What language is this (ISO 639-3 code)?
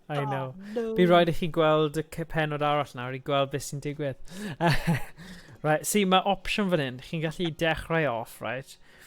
cym